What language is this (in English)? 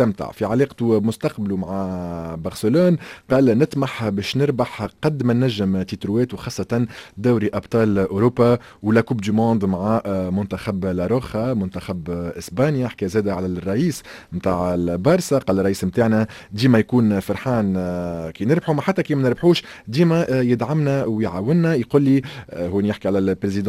Tunisian Arabic